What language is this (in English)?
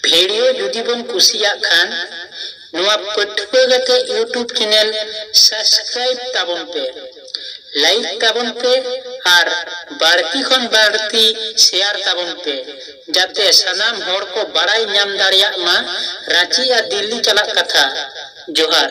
Santali